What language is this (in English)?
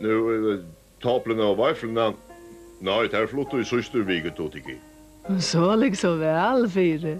Faroese